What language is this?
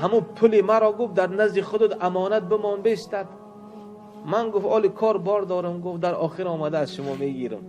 Tajik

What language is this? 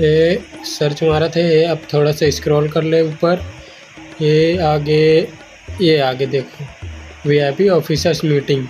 Chhattisgarhi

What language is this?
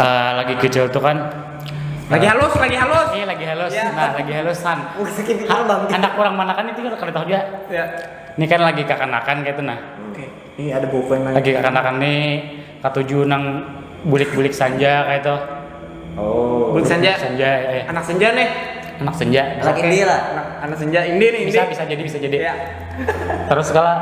Banjar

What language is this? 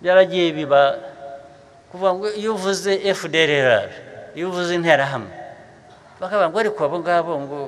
Kinyarwanda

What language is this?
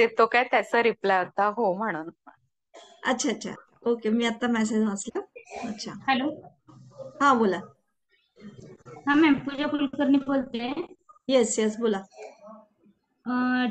Marathi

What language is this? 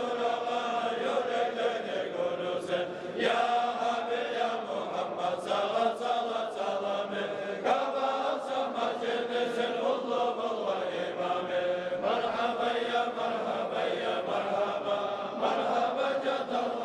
Kumyk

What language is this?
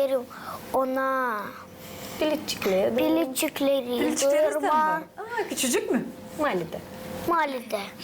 Gagauz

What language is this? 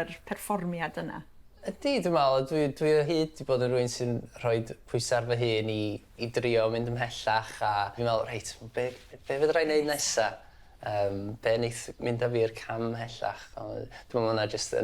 Welsh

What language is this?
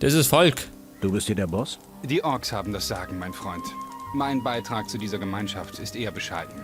Bavarian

